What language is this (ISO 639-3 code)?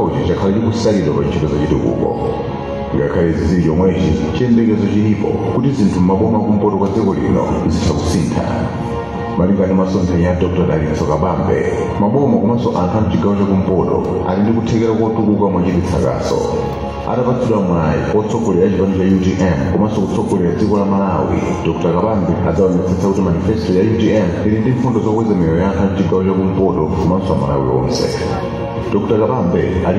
nya